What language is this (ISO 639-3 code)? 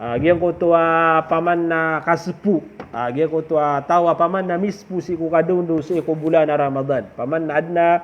mrw